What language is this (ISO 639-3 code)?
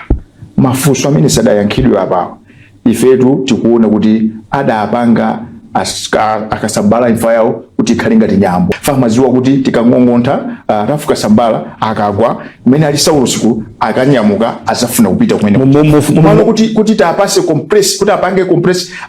nya